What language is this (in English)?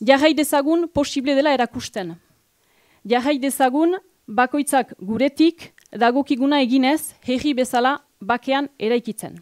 Basque